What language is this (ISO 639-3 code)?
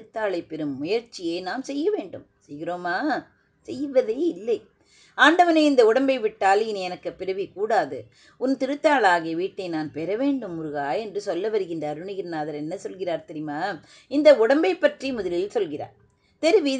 tam